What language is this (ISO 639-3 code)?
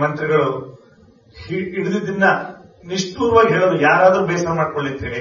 kan